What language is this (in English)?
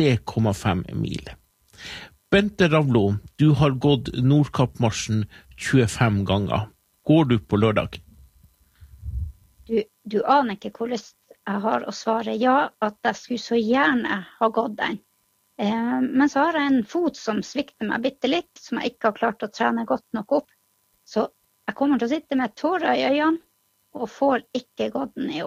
Norwegian